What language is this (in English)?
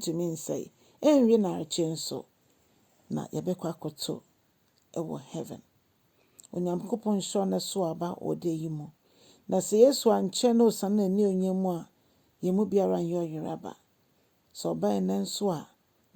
Akan